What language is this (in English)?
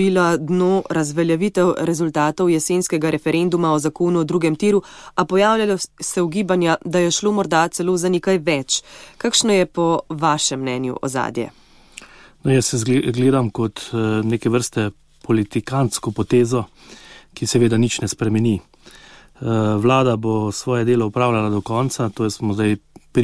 Slovenian